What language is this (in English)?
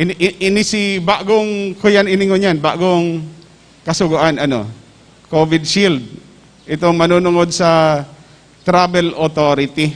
Bikol